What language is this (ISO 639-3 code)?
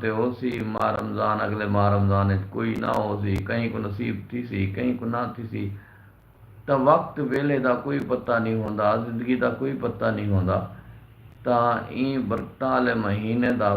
skr